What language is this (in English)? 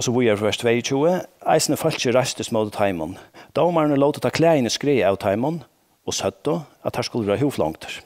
Faroese